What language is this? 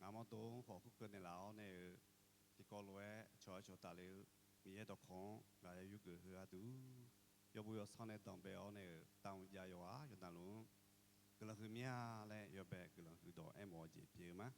Akha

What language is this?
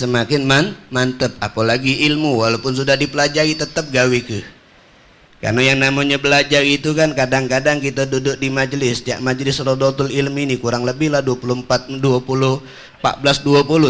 Musi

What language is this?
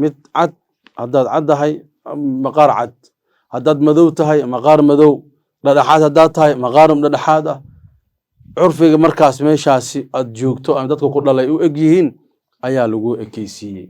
Somali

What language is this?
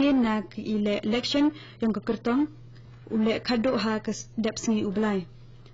Khasi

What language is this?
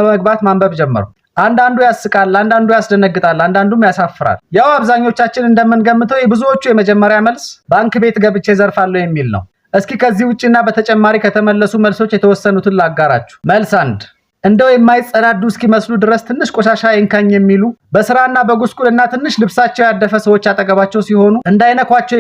Amharic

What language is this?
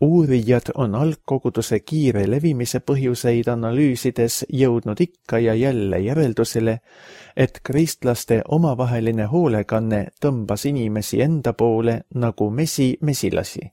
Estonian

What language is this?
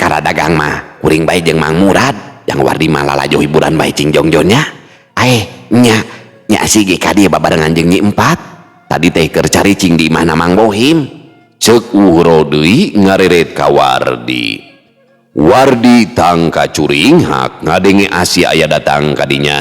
Sundanese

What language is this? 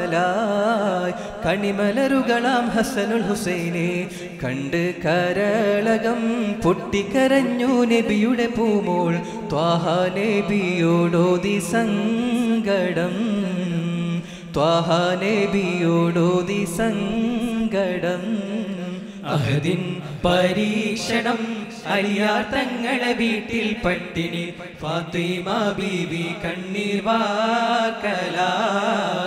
Malayalam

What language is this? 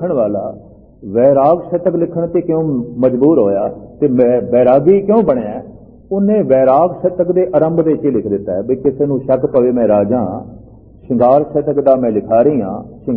Punjabi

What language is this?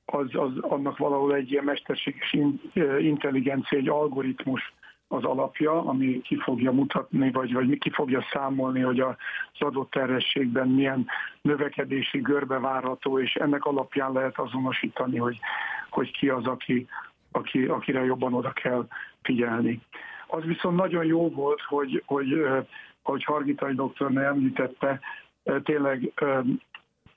Hungarian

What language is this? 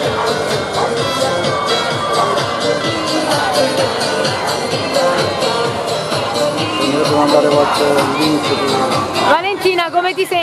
Italian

